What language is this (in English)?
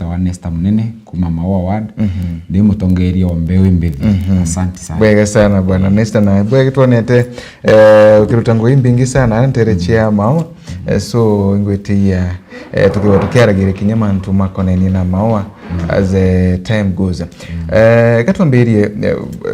Meru